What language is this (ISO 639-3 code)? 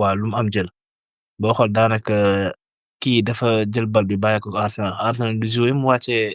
wol